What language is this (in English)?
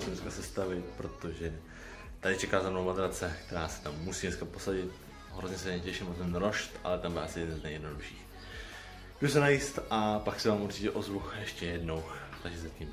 Czech